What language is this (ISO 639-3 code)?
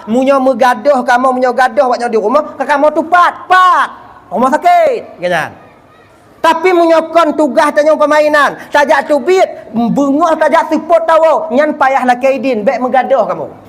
ace